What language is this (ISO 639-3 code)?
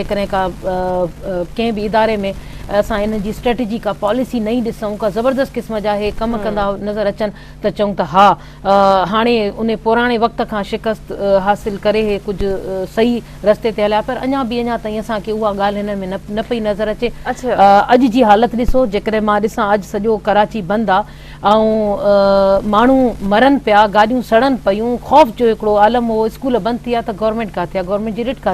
snd